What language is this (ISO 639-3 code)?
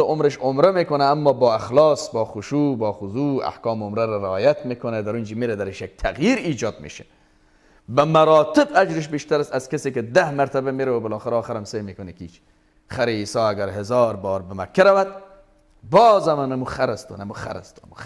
fas